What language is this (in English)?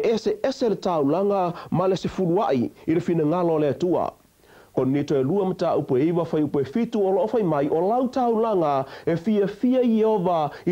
Samoan